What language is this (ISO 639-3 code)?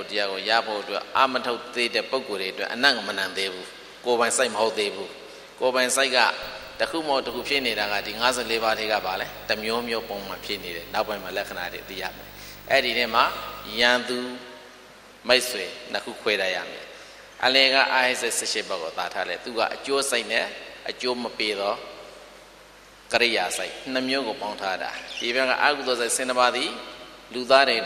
mya